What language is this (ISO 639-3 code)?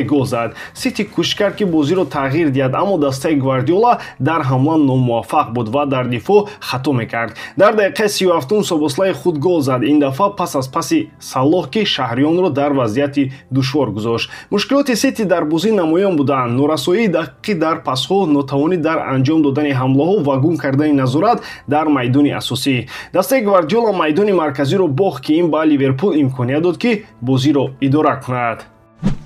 tgk